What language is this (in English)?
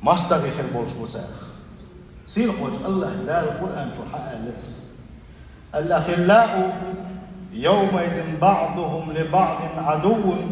Chechen